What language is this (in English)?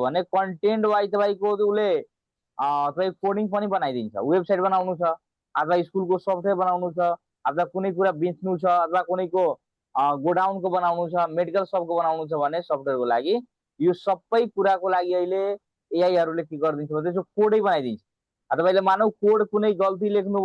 Nepali